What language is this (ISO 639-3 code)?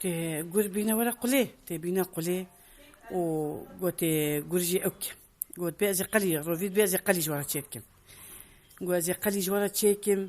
kur